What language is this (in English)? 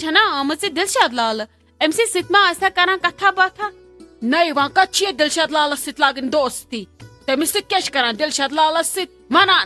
Kashmiri